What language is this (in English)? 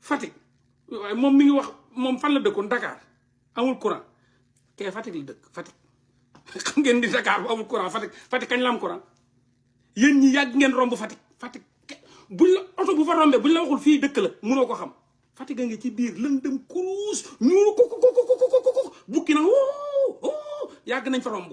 Wolof